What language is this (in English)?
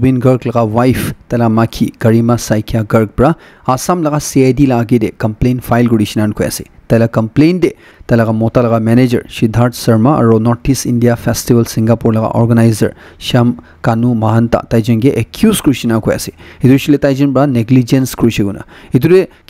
Naga Pidgin